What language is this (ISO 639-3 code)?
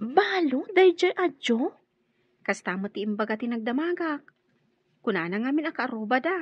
ilo